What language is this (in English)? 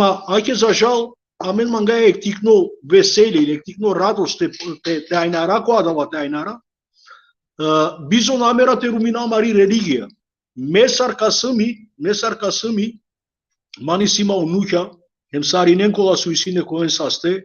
Balkan Romani